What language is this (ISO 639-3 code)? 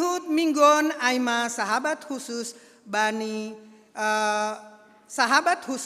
bts